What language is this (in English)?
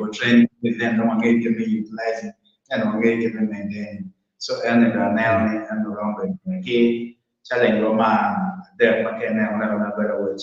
Acoli